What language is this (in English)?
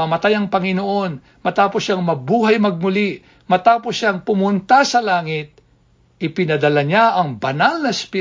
Filipino